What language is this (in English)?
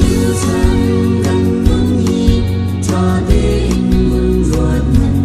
Hakha Chin